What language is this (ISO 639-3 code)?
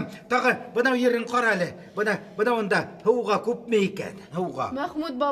bak